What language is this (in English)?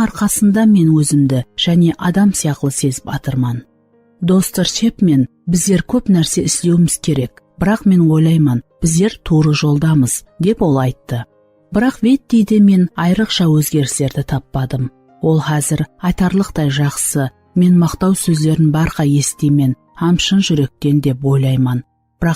Kara-Kalpak